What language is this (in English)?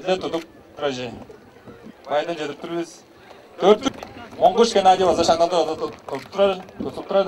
Tuvinian